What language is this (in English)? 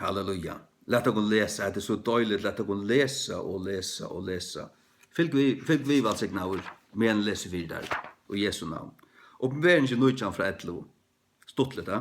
Faroese